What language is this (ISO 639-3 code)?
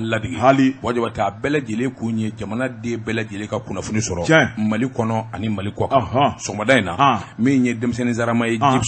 bam